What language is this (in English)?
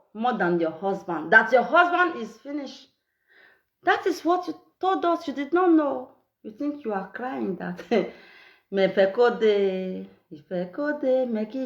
Nigerian Pidgin